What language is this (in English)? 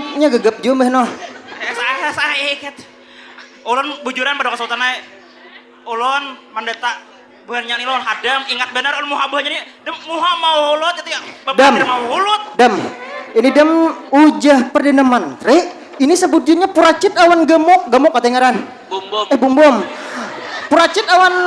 Banjar